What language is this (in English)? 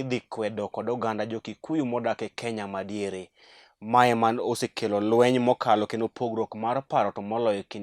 Luo (Kenya and Tanzania)